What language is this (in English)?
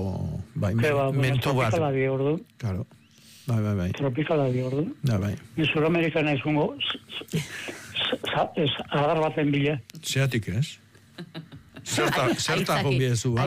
Basque